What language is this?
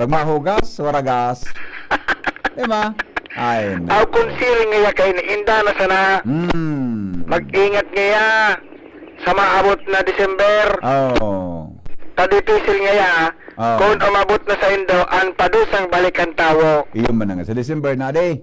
Bikol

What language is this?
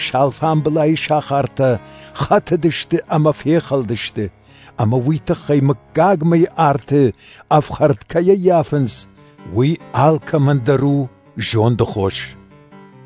Ossetic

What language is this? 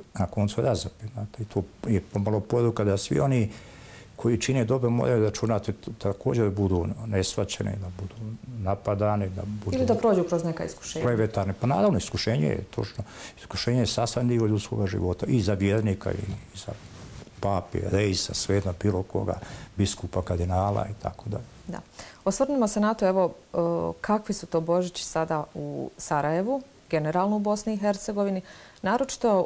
Bosnian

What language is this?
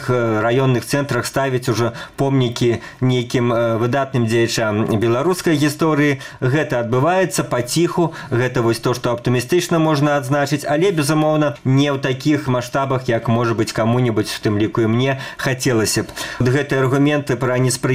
Belarusian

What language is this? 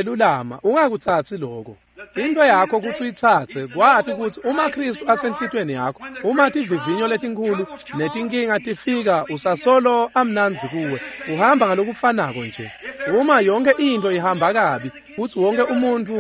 Swati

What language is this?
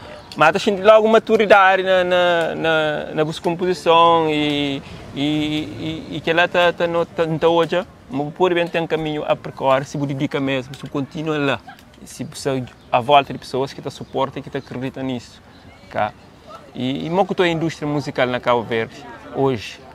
Kabuverdianu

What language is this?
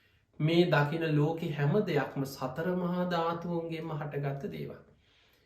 Sinhala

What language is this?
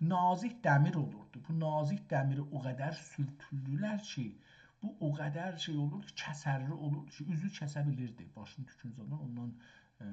South Azerbaijani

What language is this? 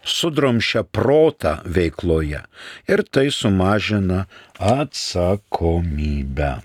Lithuanian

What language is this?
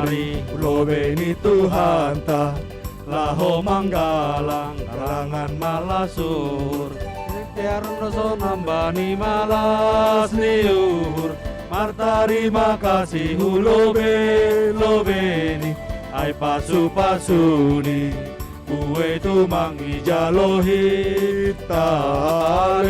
Batak Simalungun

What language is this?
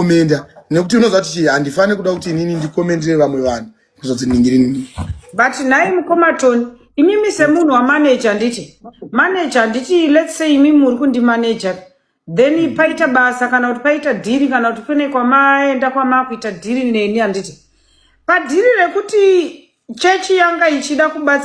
Shona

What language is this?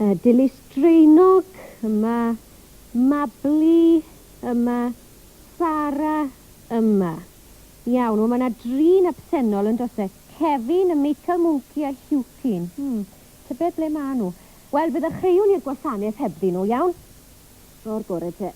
Welsh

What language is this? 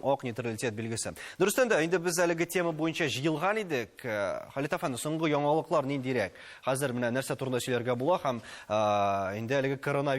Tatar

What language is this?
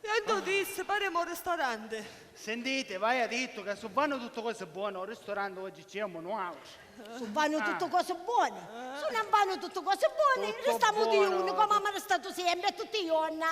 Sicilian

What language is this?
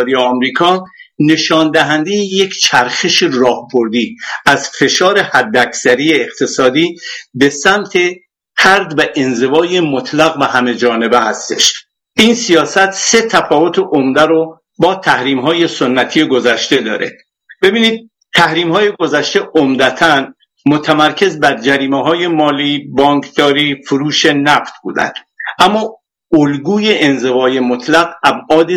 Persian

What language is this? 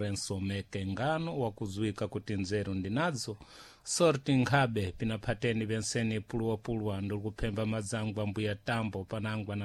Sena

